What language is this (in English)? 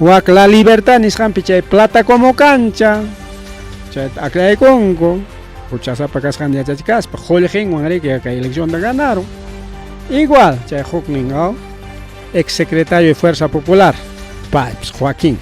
Ayacucho Quechua